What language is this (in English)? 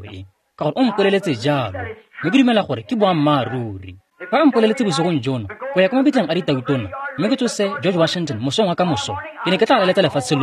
Tswana